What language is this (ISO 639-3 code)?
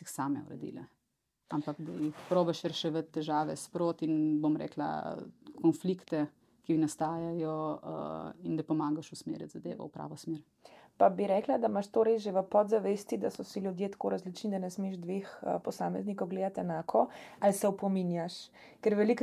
slv